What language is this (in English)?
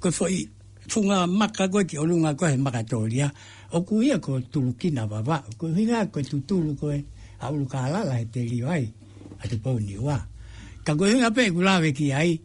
Tongan